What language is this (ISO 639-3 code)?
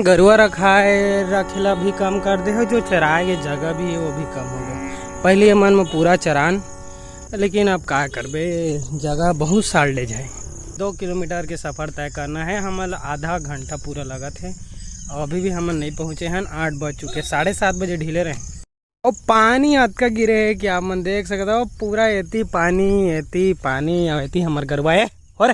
hne